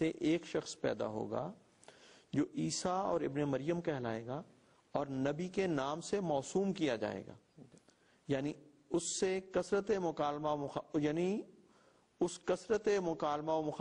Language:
Urdu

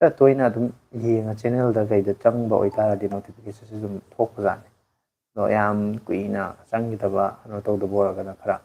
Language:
Manipuri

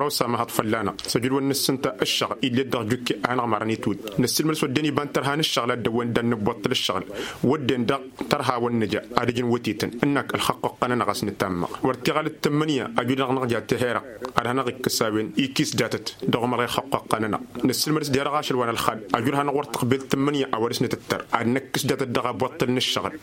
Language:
Tamasheq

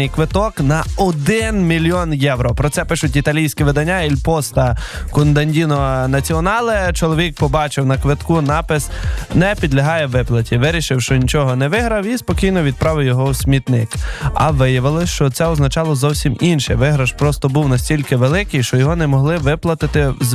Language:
Ukrainian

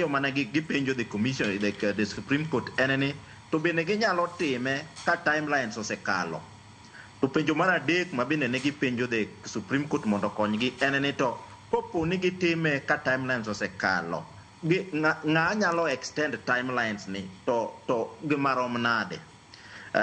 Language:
Luo (Kenya and Tanzania)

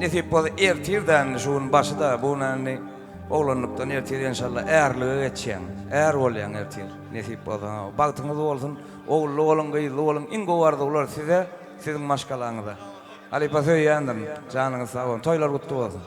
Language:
Turkmen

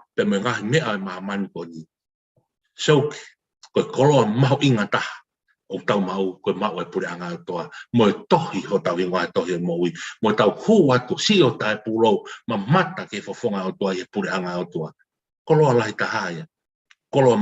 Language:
Tongan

